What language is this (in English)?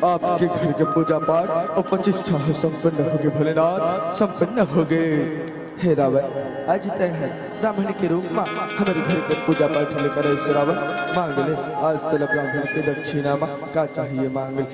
Chhattisgarhi